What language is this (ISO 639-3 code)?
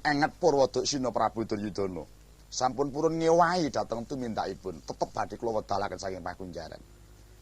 jav